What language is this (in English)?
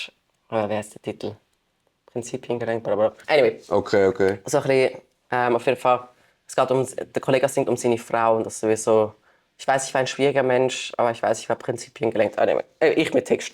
Swiss German